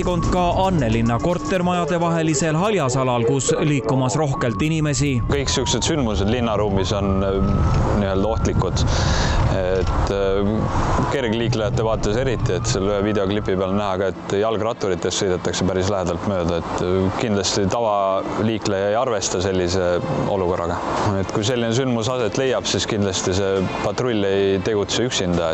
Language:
Estonian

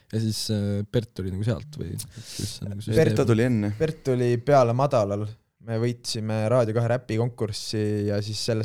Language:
Estonian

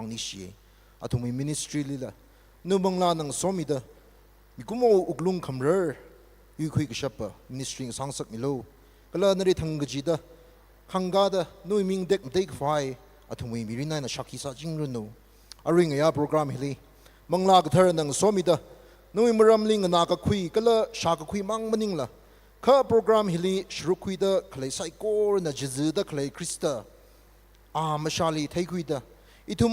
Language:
Tangkhul Naga (India)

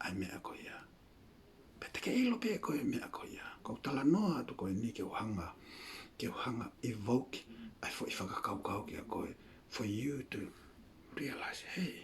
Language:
Tongan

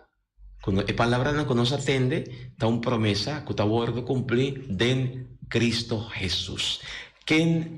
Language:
Papiamento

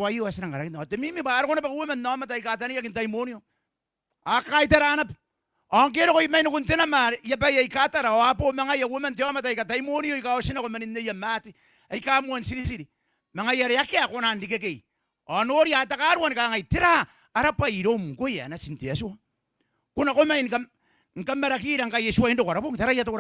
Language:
Gilbertese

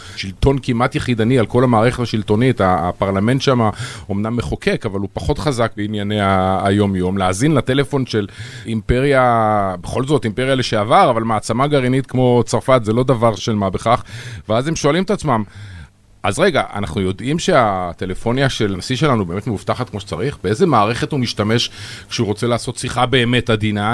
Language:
Hebrew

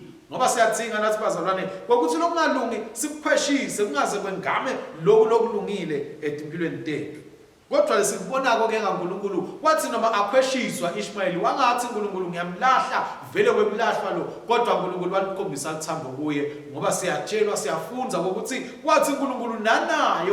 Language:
Swati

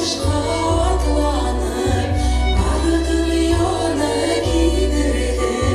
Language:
Bashkir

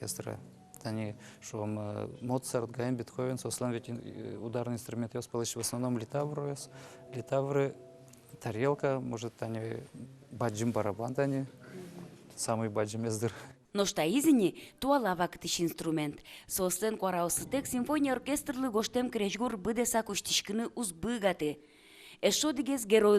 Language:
Udmurt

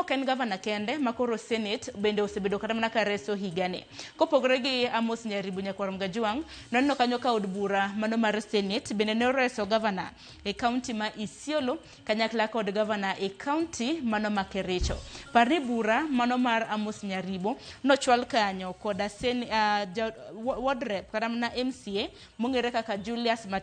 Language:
Luo (Kenya and Tanzania)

